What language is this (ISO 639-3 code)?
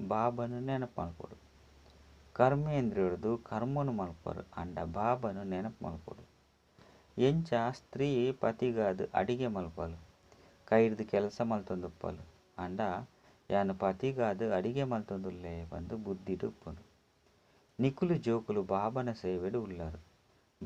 tcy